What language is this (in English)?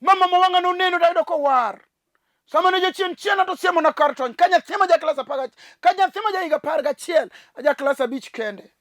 Luo (Kenya and Tanzania)